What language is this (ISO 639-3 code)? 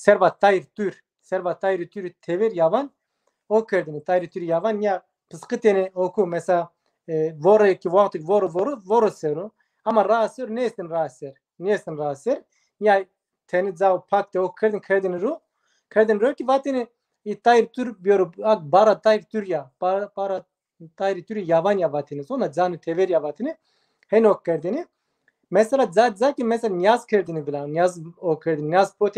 zza